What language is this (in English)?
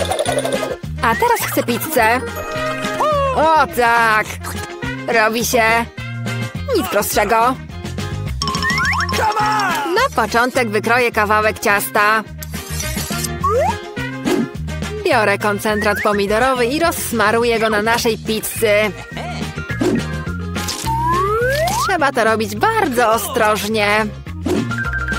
Polish